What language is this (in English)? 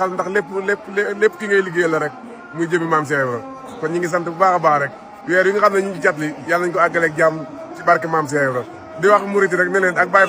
Wolof